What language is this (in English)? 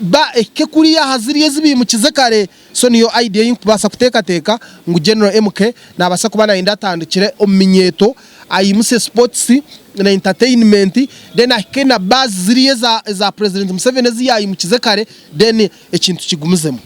Nyankole